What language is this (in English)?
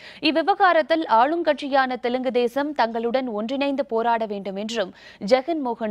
Tamil